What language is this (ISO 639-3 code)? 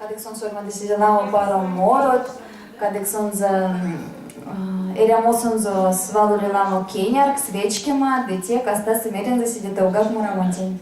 myv